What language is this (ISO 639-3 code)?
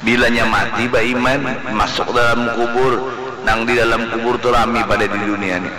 bjn